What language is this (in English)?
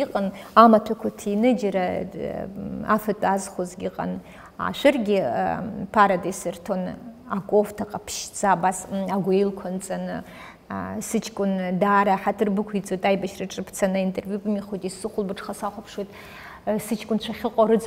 Abkhazian